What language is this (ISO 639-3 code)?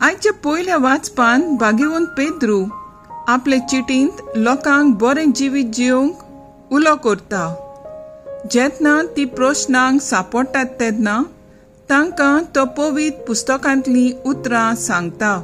kok